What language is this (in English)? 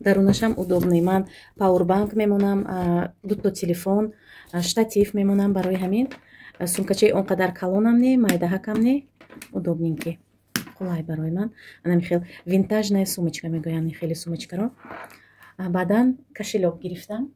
Tajik